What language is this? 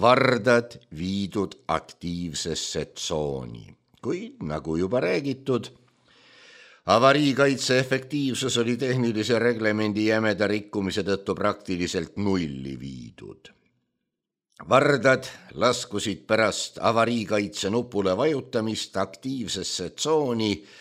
Estonian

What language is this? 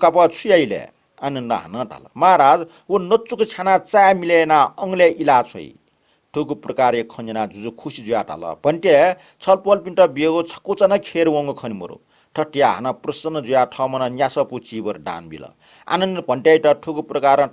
Newari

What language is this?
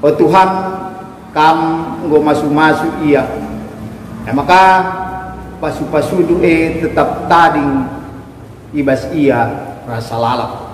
Batak Karo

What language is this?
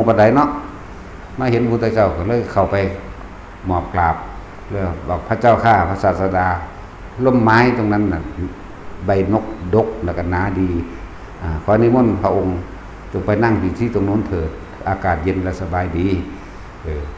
Northeastern Thai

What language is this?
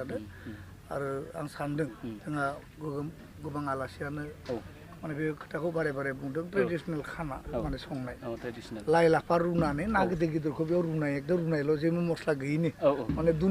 Bodo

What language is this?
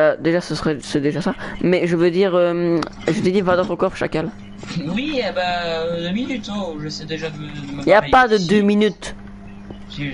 French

